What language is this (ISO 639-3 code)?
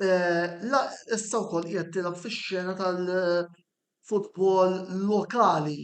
mlt